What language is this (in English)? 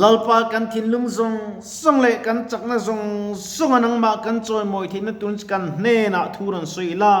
Mizo